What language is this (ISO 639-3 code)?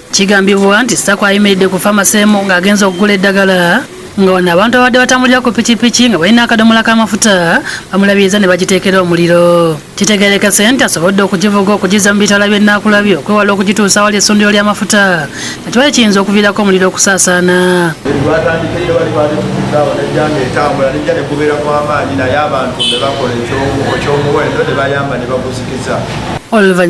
lug